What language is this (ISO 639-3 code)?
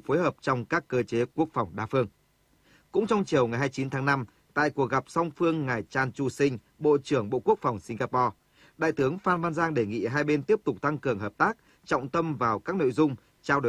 vie